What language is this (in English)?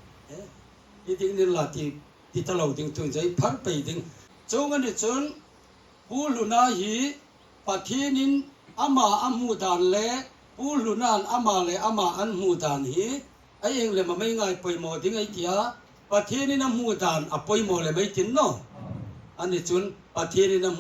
Hmar